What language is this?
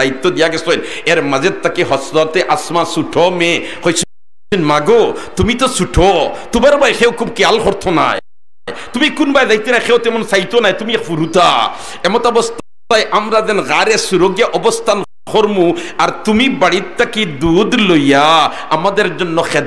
Sylheti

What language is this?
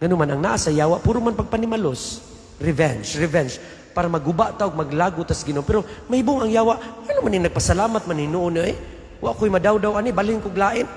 Cebuano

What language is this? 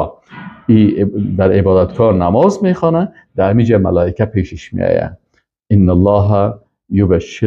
Persian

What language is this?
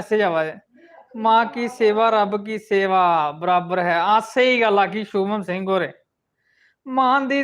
Dogri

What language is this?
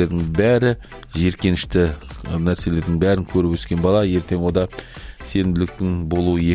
Kazakh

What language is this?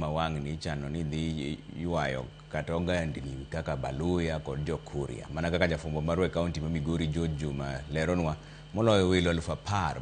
Luo (Kenya and Tanzania)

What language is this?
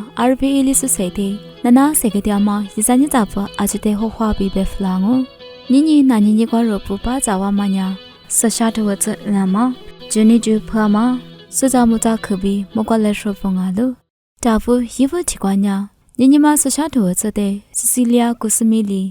Lisu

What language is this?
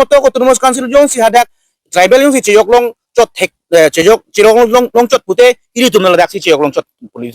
Karbi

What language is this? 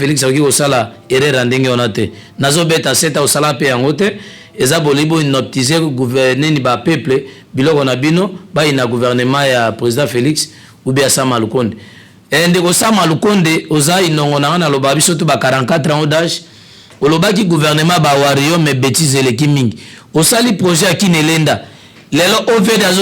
Lingala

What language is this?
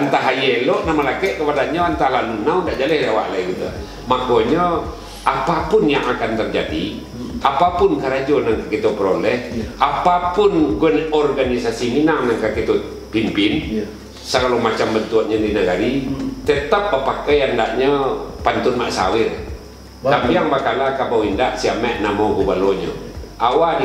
Minangkabau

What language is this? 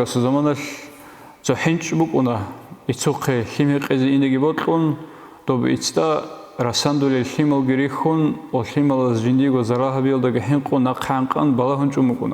Avaric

